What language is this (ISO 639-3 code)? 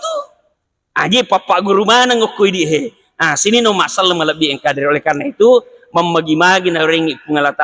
bug